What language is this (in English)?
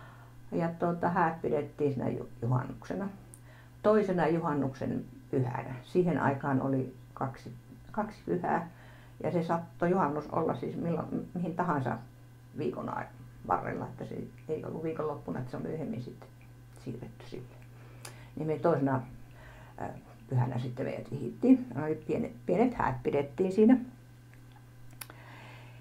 Finnish